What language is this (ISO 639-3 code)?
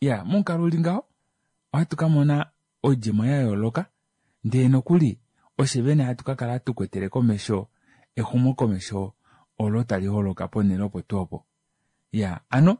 kua